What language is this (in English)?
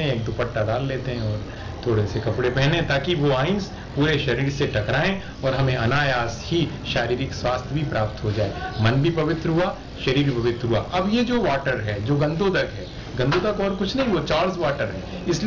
Hindi